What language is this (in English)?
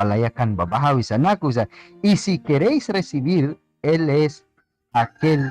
Mískito